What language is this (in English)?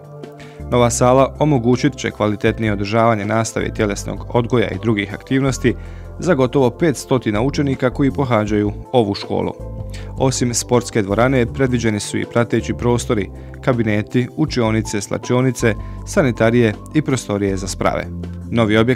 Bosnian